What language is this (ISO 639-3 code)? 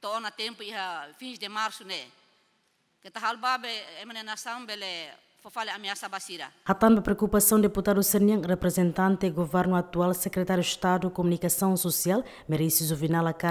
tet